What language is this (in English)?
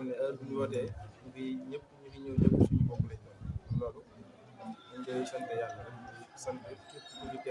Wolof